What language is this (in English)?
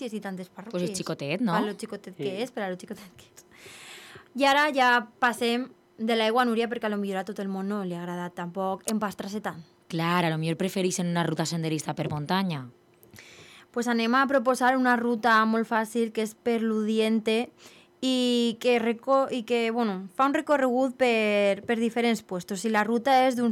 Catalan